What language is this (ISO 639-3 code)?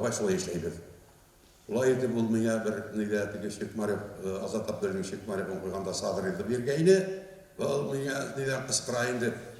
bak